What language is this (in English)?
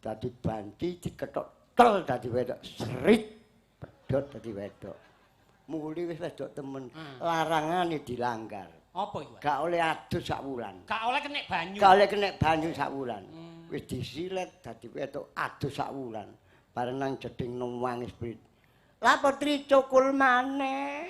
Javanese